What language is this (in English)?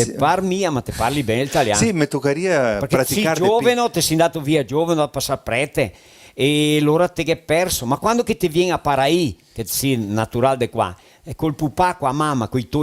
Venetian